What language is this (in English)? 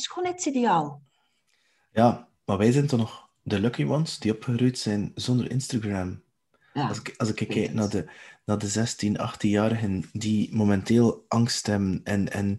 Dutch